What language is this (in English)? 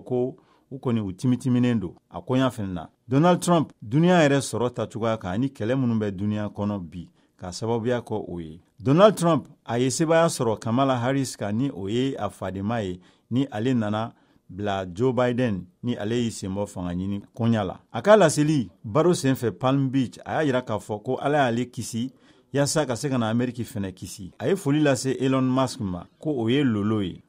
Bambara